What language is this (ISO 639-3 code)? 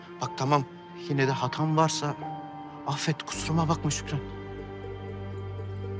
tur